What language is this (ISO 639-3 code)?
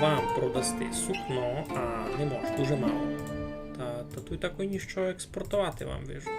rue